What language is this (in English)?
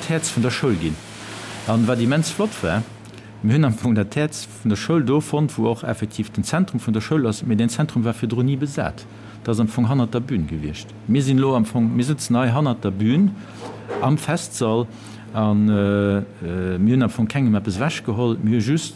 Luxembourgish